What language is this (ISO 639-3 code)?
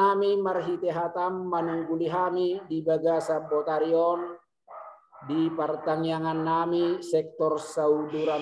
bbc